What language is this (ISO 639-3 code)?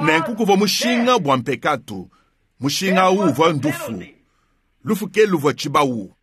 lua